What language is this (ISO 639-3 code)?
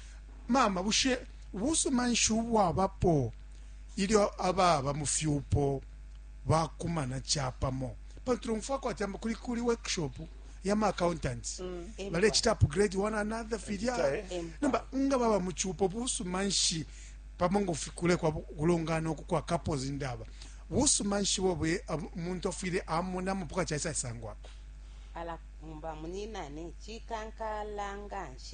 bem